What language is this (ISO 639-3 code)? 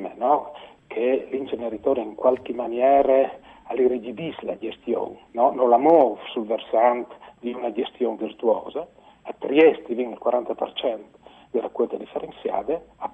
fur